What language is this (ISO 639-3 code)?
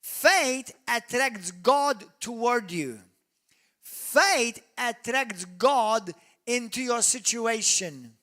eng